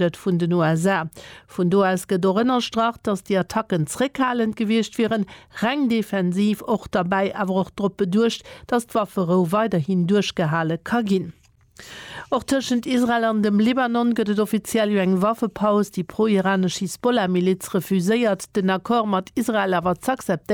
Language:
Luxembourgish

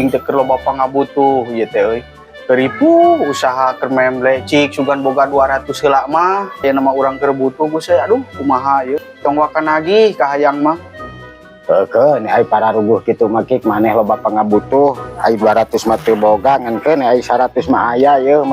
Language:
Sundanese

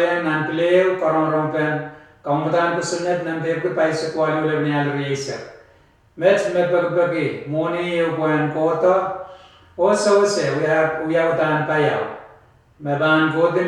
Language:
Pohnpeian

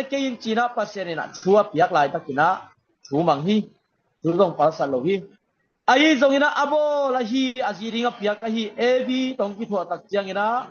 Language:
Tedim Chin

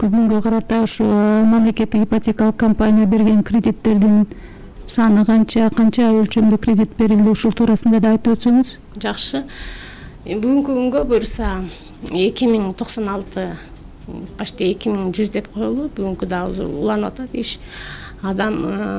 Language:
Kyrgyz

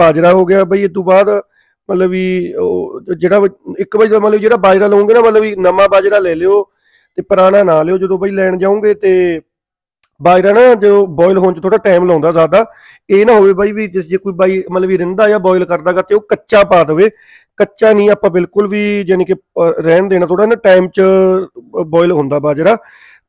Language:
Punjabi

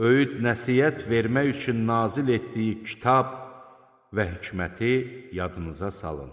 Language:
Azerbaijani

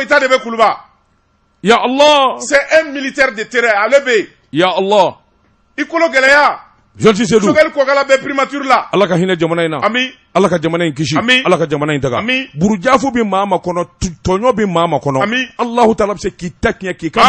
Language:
Bambara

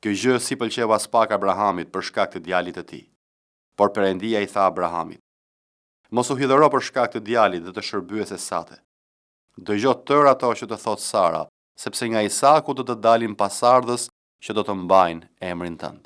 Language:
Albanian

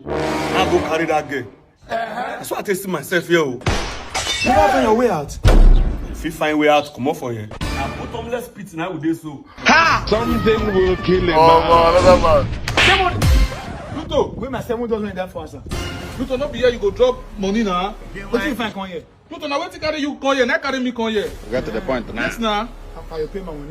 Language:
Nigerian Pidgin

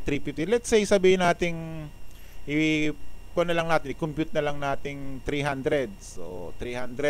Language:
Filipino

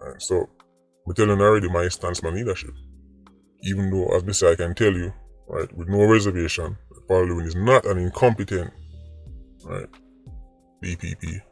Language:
Jamaican Creole English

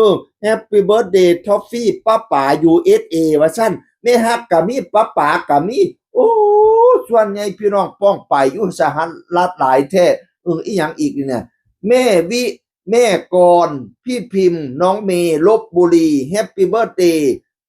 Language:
Northeastern Thai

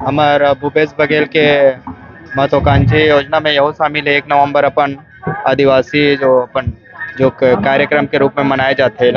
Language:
Chhattisgarhi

